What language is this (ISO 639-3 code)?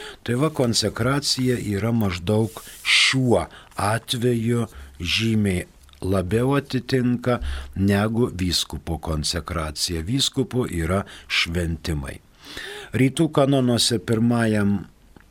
lit